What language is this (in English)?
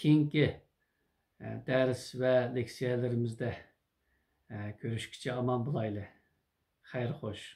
Uyghur